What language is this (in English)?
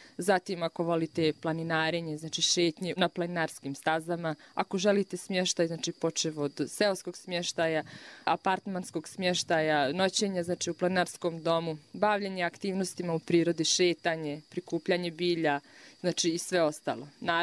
Bosnian